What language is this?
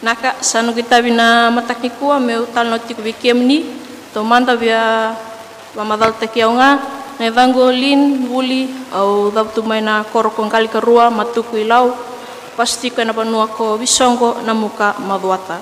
Fijian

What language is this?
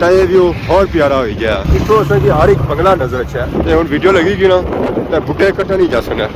Pahari-Potwari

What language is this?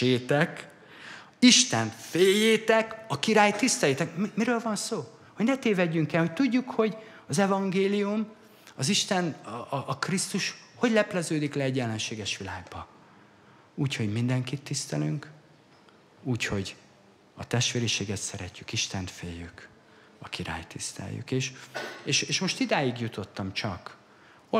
Hungarian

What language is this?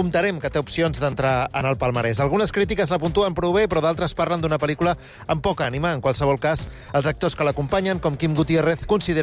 Catalan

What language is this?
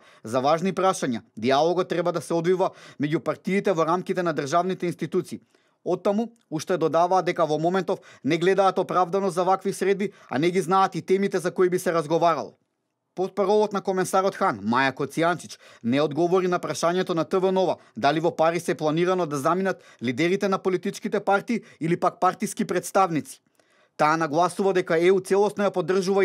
Macedonian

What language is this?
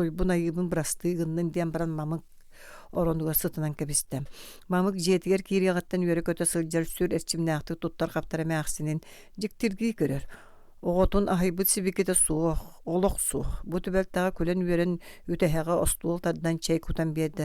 Yakut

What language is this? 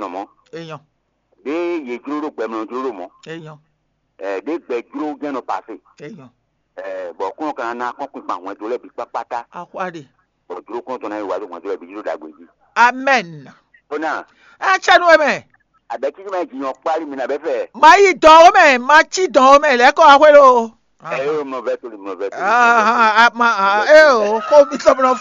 Fon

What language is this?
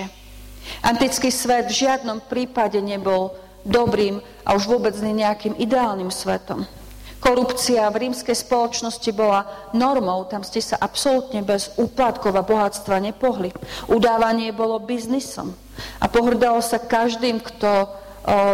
Slovak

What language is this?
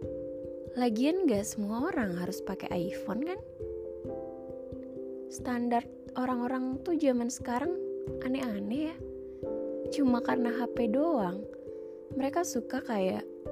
Indonesian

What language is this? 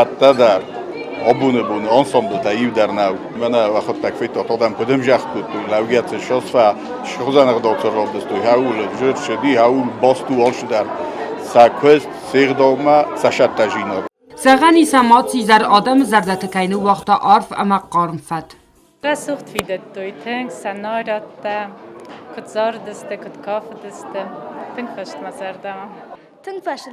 Ossetic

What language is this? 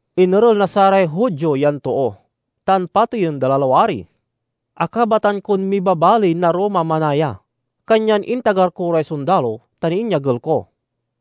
Pangasinan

